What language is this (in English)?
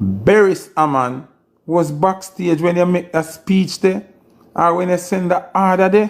Jamaican Creole English